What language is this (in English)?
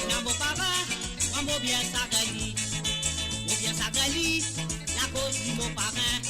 Morisyen